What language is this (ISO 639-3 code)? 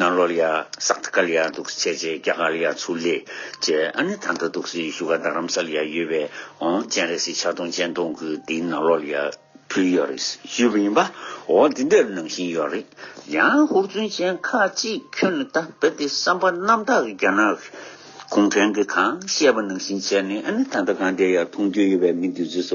bod